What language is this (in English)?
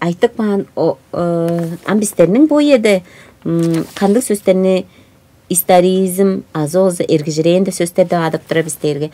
Tuvinian